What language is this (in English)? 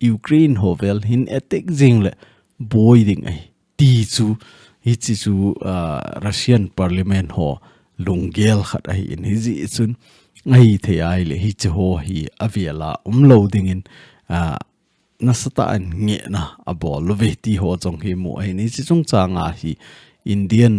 Thado Chin